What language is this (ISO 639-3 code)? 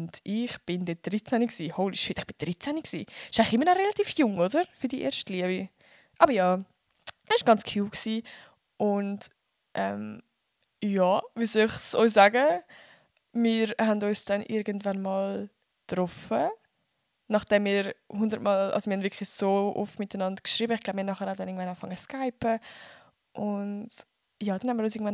gsw